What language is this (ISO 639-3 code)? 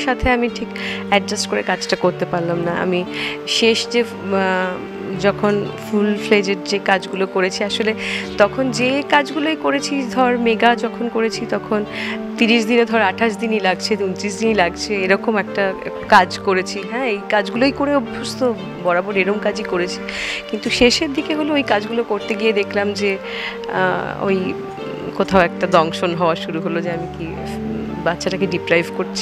ben